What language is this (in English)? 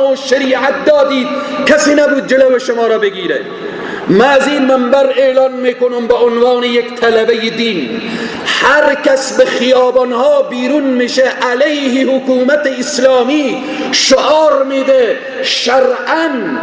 Persian